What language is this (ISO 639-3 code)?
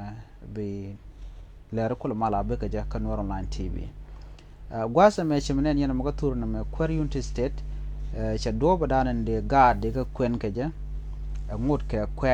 nus